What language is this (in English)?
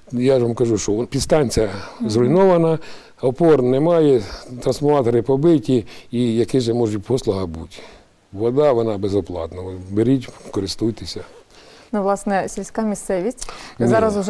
Ukrainian